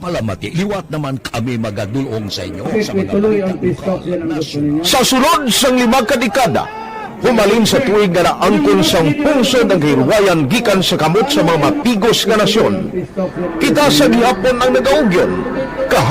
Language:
Hiligaynon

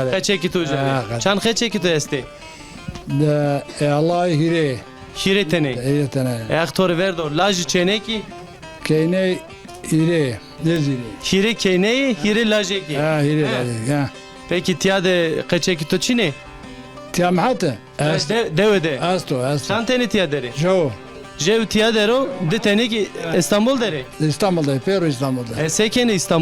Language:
Zaza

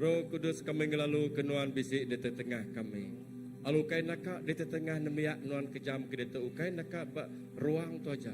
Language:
Iban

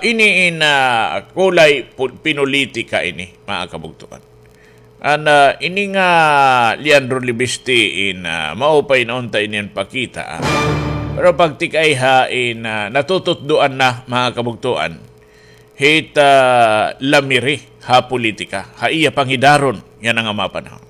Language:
Waray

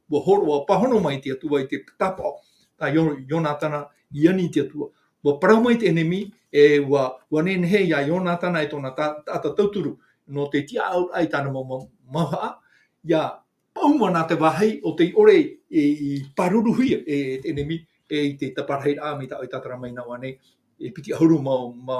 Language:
Tahitian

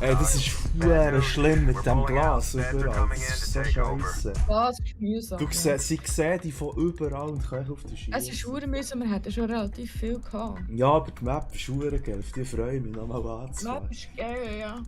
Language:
Swiss German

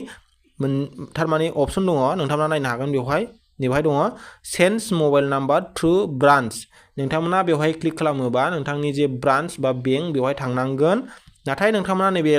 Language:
Bodo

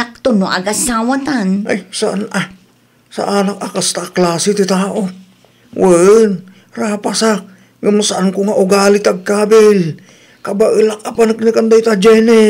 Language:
Iloko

